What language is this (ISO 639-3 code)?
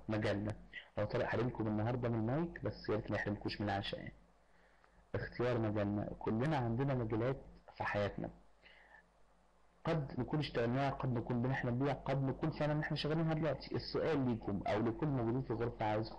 arz